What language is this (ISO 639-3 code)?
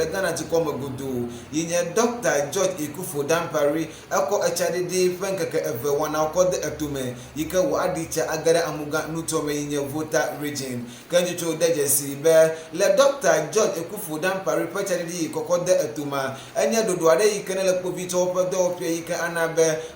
ewe